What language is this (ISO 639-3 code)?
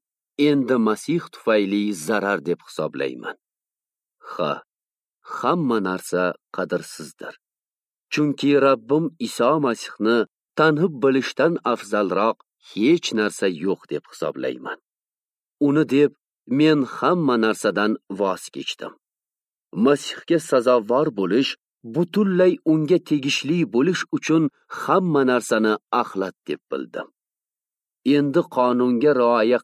uzb